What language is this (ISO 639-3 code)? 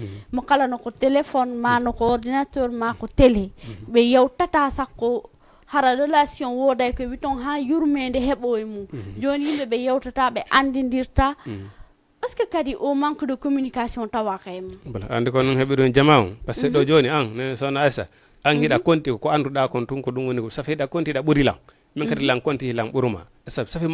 ful